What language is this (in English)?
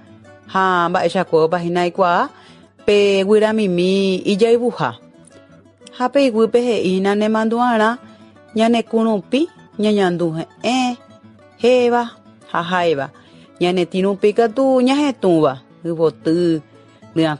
Guarani